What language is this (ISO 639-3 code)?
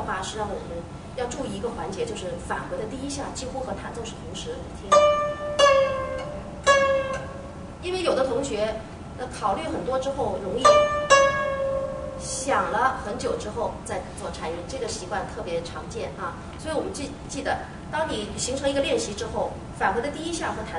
zho